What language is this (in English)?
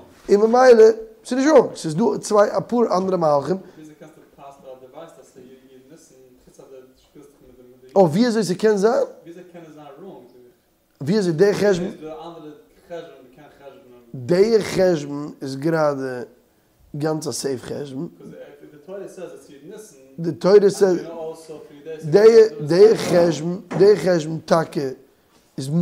Yiddish